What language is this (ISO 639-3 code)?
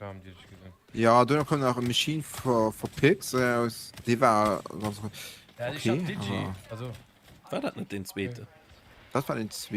ltz